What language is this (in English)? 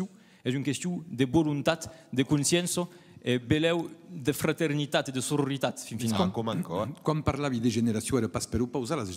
Occitan